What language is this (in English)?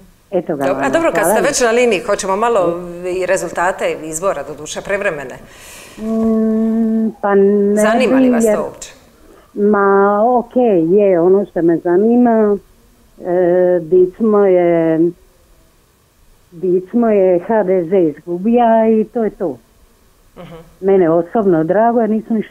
Croatian